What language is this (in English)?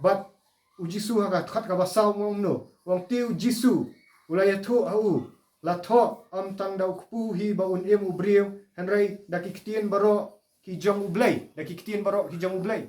Khasi